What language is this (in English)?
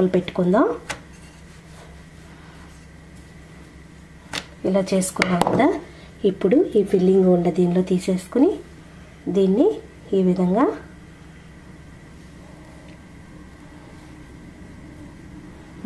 Telugu